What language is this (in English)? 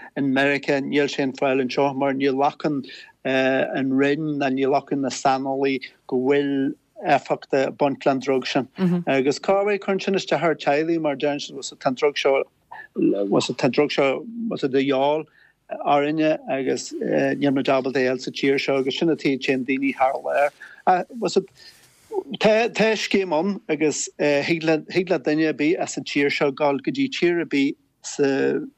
Irish